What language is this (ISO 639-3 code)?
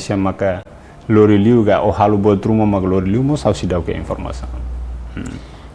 tet